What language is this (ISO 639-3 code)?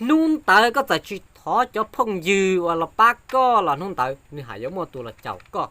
hmn